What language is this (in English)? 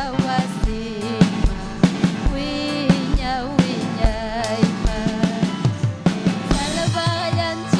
Ayacucho Quechua